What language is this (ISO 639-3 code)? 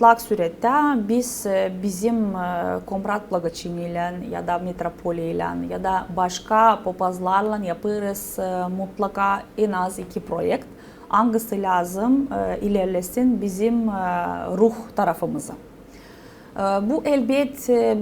gag